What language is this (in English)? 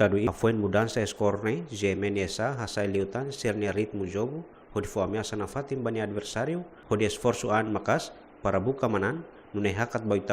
Tetum